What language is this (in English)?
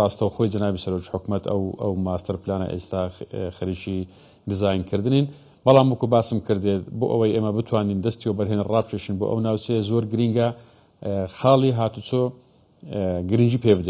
Central Kurdish